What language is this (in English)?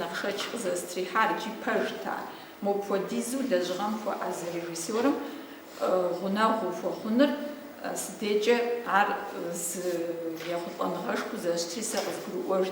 Kabardian